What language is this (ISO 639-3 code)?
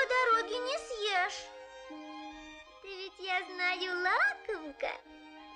rus